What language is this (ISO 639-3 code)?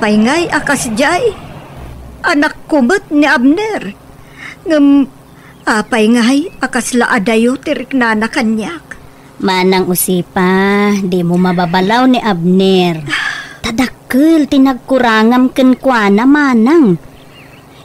ilo